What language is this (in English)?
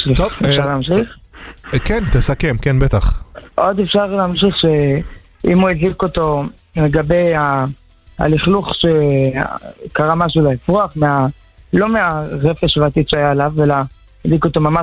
Hebrew